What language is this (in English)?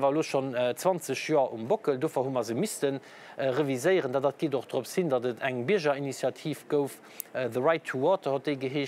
Luxembourgish